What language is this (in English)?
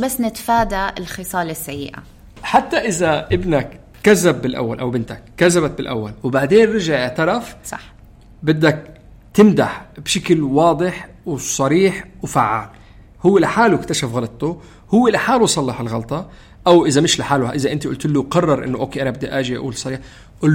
North Levantine Arabic